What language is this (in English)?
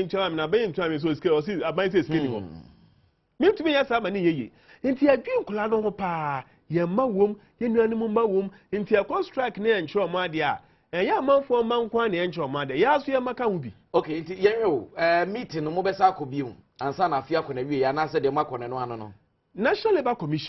Akan